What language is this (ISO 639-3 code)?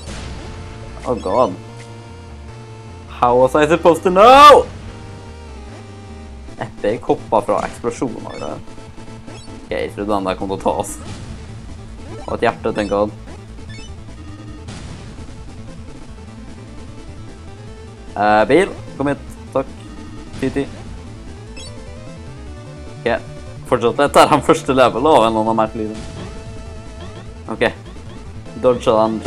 nor